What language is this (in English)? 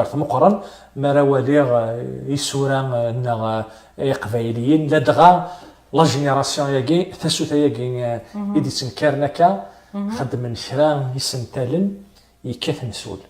Kabyle